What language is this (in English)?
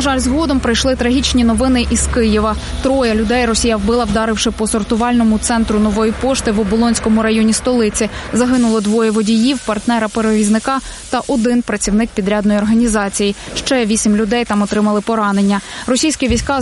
Ukrainian